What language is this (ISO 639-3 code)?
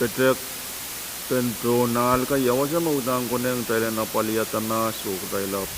pon